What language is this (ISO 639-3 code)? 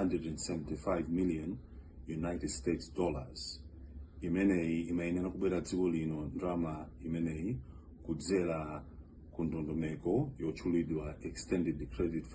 nya